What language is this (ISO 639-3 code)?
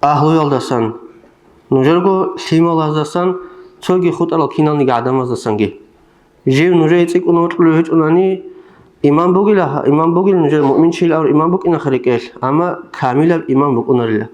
ava